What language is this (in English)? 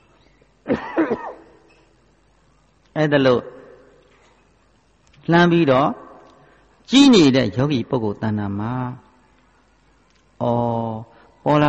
Burmese